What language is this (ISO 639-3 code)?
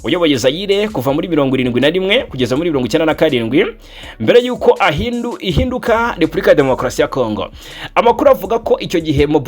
kin